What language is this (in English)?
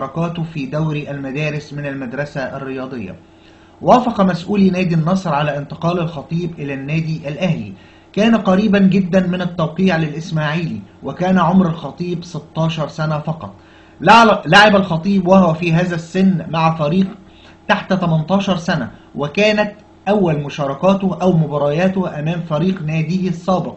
Egyptian Arabic